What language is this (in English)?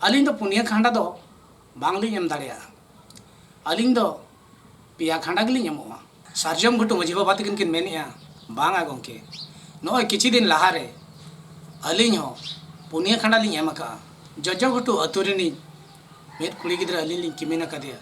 Santali